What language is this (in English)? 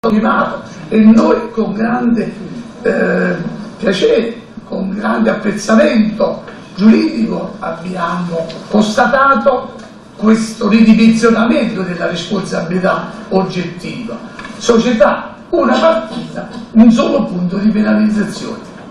Italian